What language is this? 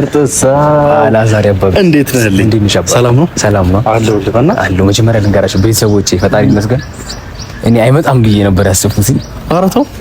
Amharic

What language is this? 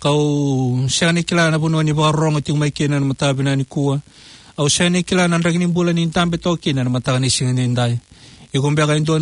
Fijian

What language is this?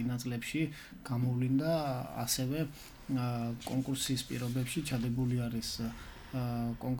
Georgian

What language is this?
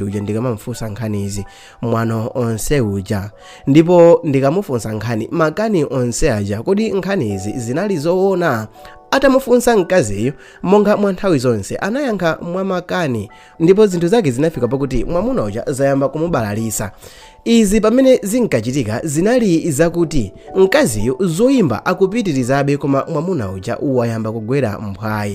Nyanja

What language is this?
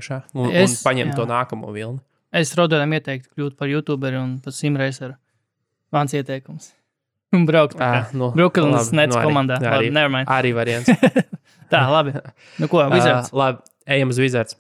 Latvian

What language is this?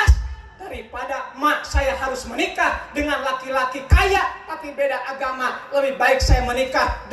Sundanese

